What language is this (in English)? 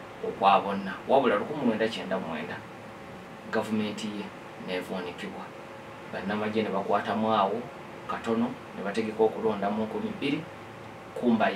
Ganda